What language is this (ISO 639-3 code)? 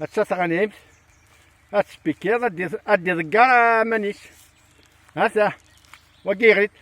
kab